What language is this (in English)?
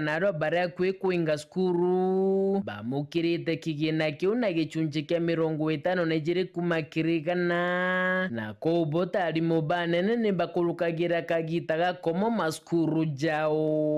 Meru